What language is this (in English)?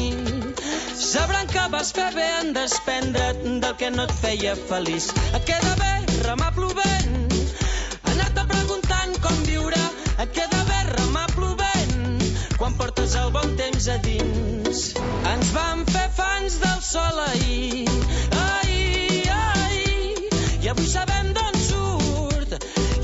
Catalan